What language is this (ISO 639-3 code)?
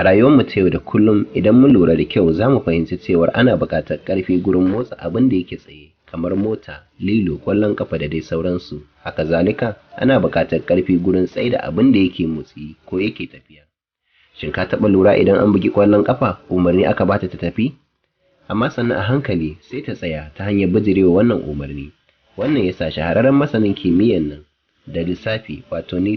hau